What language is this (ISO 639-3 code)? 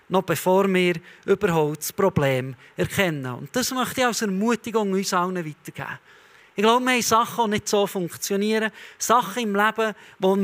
gsw